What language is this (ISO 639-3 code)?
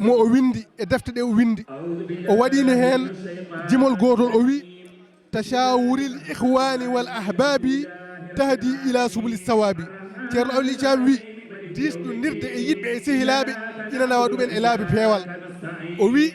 ful